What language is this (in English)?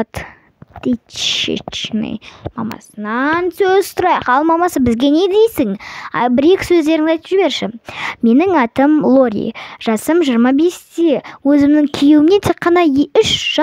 Kazakh